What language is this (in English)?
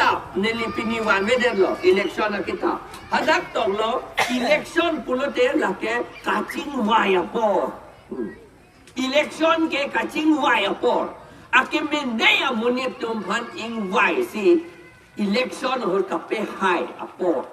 Karbi